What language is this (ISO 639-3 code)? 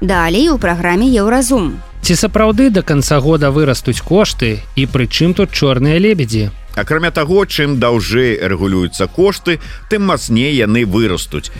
bel